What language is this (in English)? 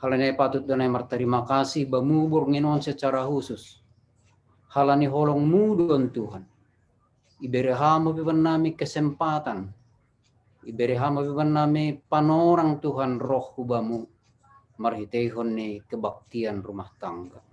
Batak Simalungun